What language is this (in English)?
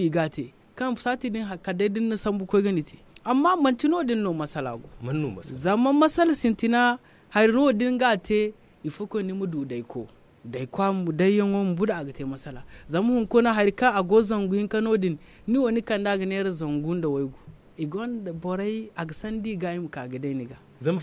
Zarma